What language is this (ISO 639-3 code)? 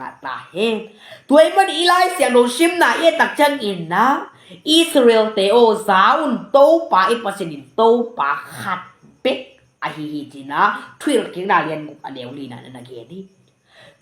ctd